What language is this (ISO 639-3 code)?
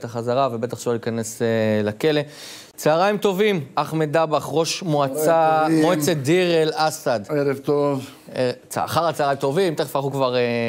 heb